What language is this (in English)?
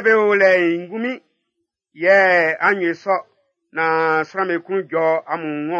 Baoulé